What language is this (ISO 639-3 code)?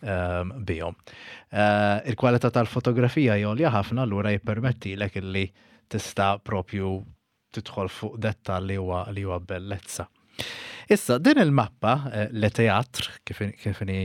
mlt